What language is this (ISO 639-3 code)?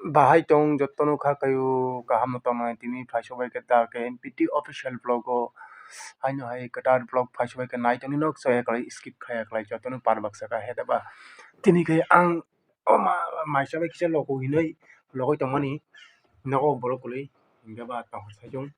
trp